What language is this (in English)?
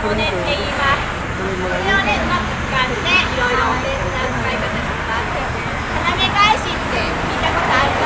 Japanese